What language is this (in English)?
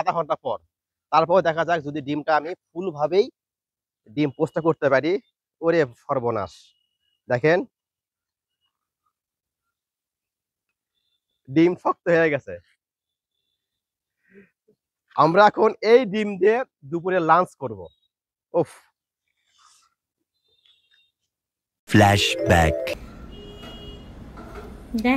Bangla